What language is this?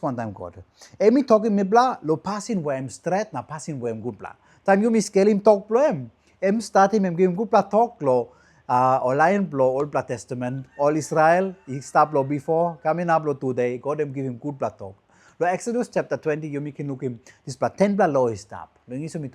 Tok Pisin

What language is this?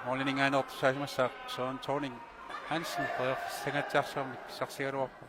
Kalaallisut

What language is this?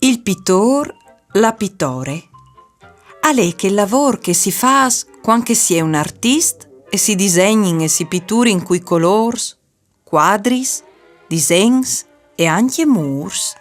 Friulian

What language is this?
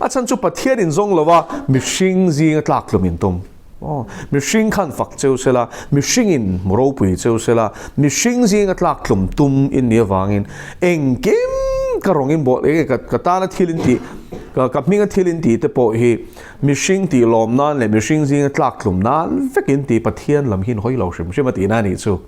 Mizo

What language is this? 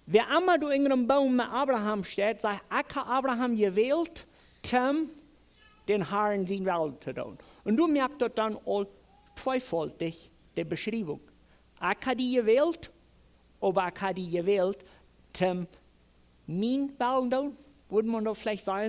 Plautdietsch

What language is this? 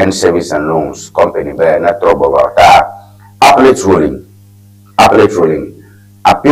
Ewe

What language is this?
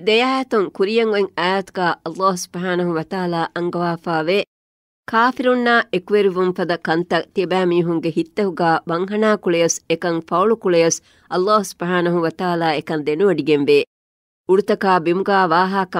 Divehi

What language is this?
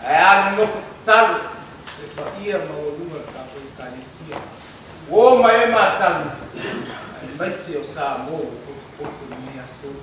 Samoan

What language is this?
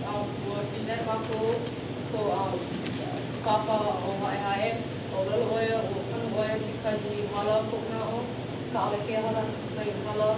Hawaiian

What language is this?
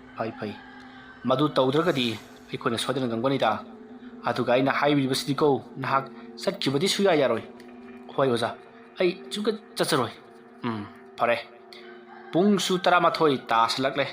Manipuri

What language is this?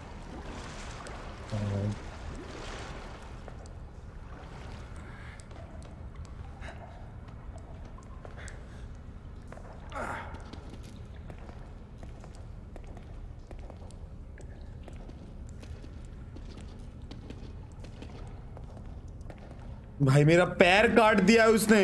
Hindi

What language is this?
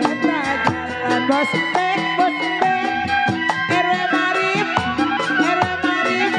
Betawi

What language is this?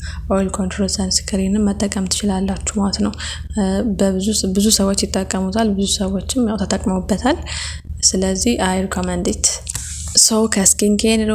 Amharic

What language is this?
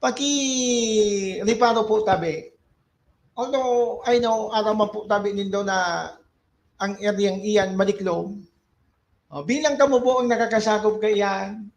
Bikol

